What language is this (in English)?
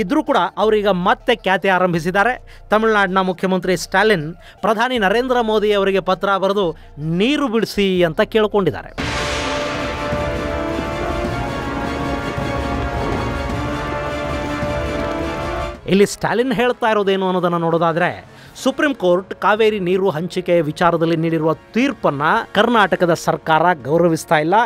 Kannada